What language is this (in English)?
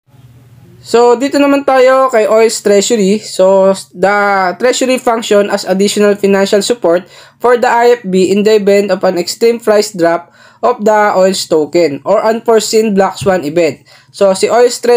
Filipino